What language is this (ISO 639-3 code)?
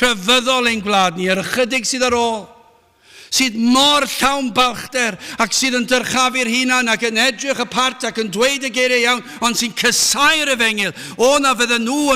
cym